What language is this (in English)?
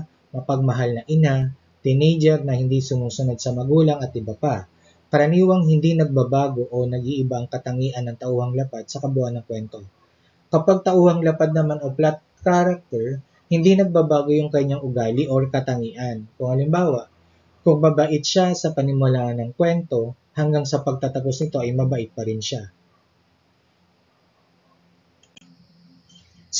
Filipino